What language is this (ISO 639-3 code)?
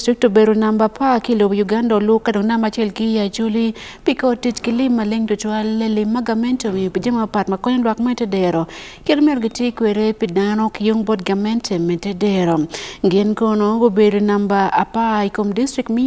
ach